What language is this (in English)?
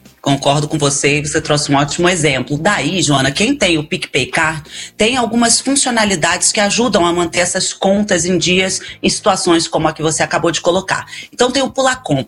Portuguese